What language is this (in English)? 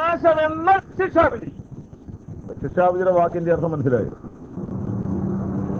Malayalam